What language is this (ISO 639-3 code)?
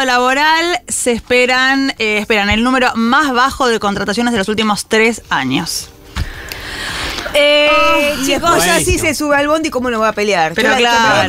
spa